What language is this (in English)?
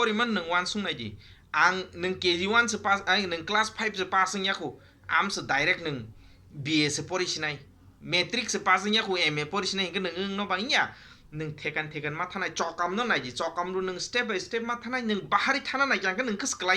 Kok Borok